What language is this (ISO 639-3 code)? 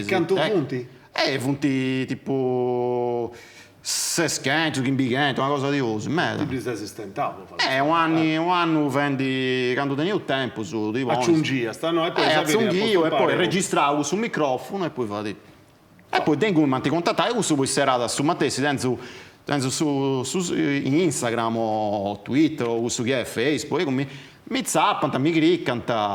srd